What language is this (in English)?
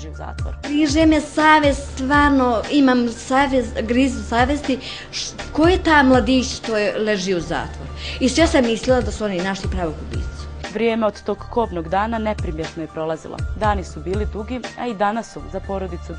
Bosnian